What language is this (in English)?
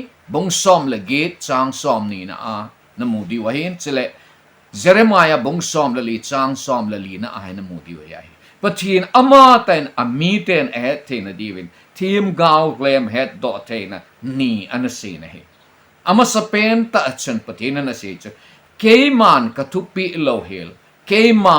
Thado Chin